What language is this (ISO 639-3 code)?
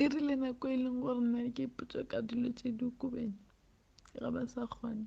nso